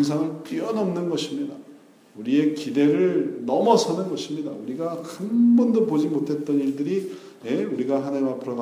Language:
Korean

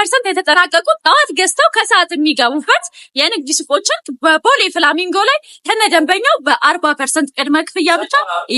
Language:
Amharic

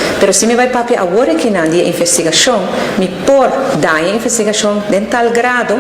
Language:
Papiamento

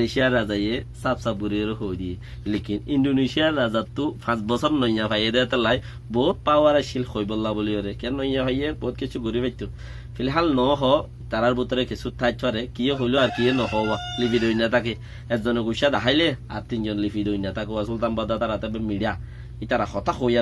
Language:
Rohingya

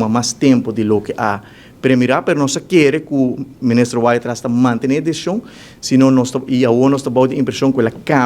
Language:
Papiamento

